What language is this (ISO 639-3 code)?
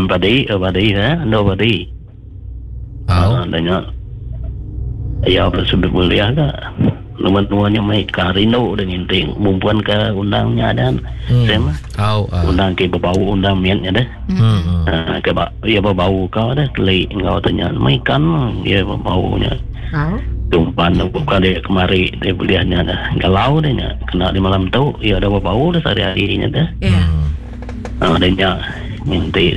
iba